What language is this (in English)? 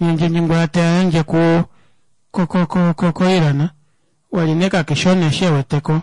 Kuanyama